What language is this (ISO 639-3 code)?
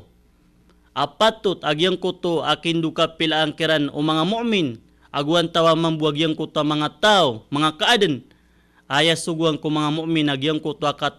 mrw